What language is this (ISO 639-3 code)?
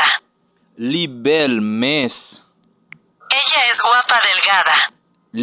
hat